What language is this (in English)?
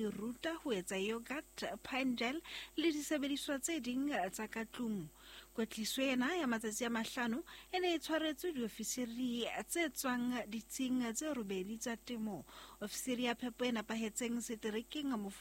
Southern Sotho